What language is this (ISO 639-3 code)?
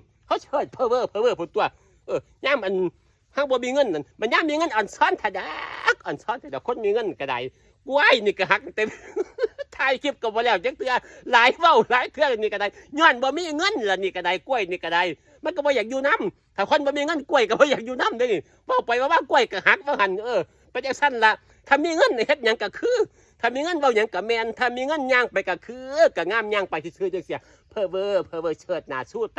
tts